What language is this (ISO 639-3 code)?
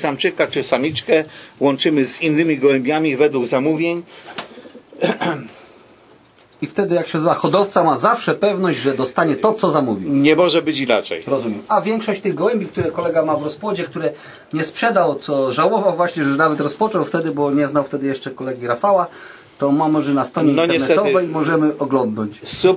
pol